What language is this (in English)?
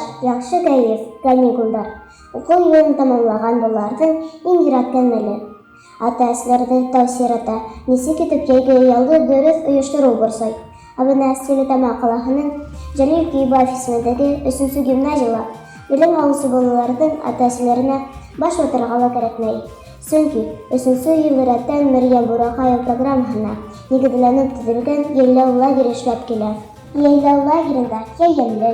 Bashkir